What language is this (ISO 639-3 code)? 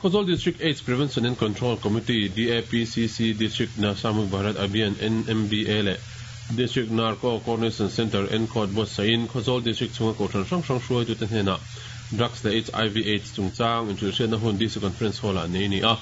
lus